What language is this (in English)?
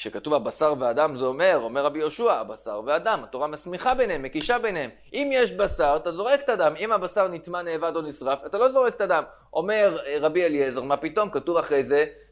Hebrew